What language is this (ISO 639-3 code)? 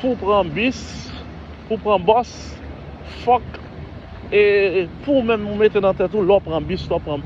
hat